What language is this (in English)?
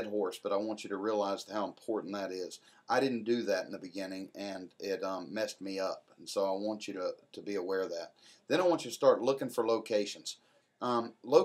English